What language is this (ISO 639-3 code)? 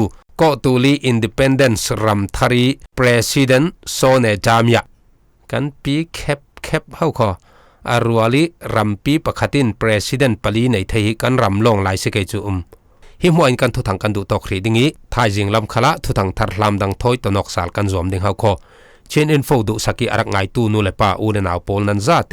cfm